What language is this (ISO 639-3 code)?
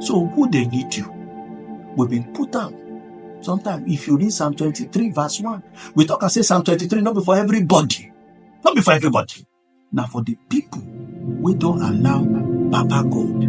pcm